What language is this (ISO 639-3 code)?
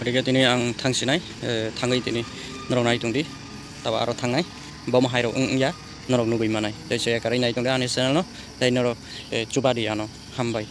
trp